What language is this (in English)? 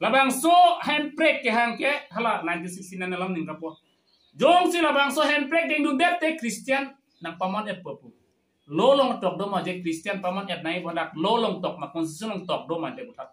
Karbi